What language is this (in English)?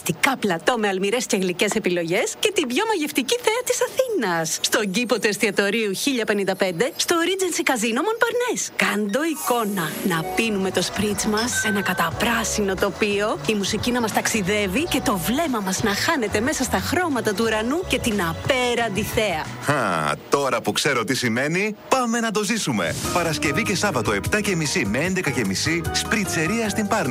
Greek